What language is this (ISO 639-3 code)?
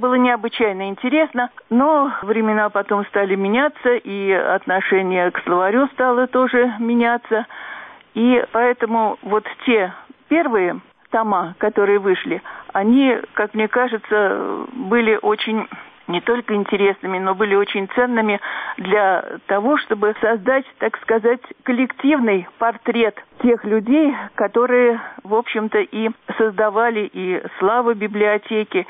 rus